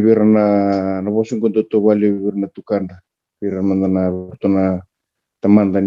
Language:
Fijian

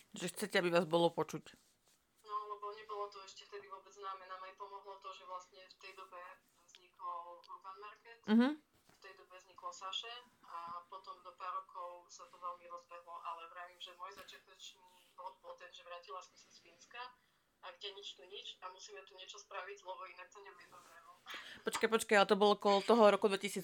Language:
Slovak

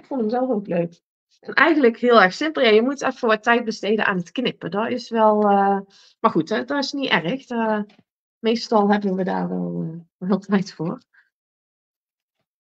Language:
Dutch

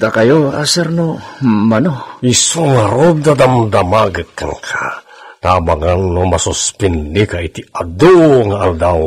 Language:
Iloko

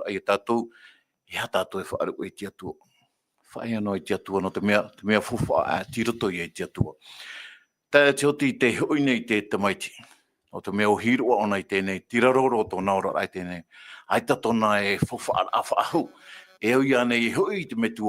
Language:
Tahitian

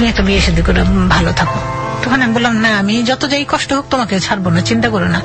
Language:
Bangla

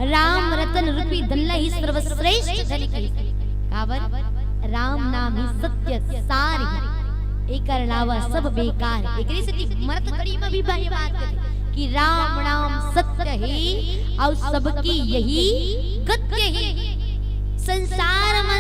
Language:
Chhattisgarhi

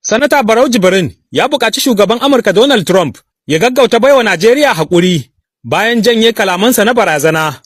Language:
Hausa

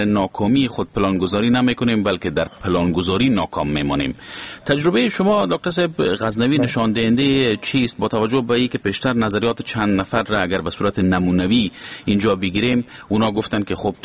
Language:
Persian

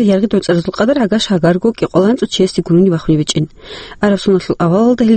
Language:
Avaric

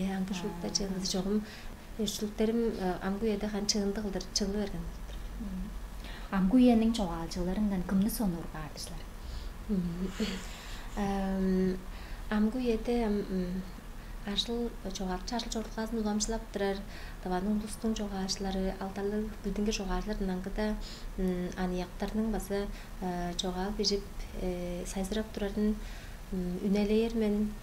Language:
Tuvinian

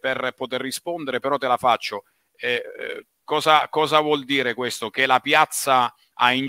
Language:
Italian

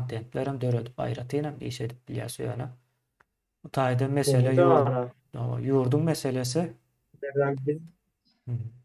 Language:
Turkmen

